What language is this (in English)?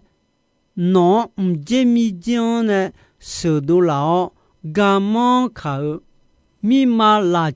Akha